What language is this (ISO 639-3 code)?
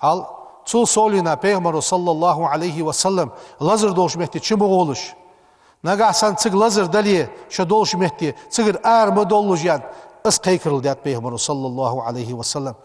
inh